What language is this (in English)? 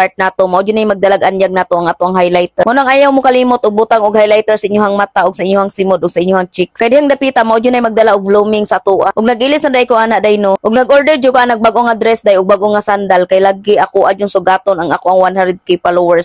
Cebuano